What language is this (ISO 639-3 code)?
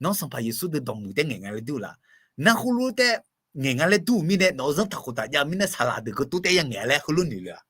ahk